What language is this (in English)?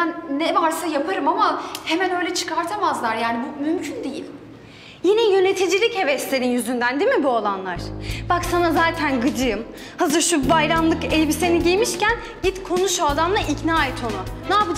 Turkish